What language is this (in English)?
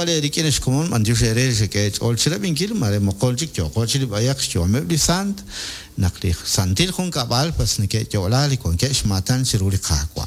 Kekchí